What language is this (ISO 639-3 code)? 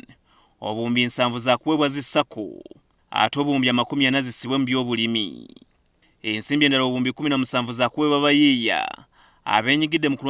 lug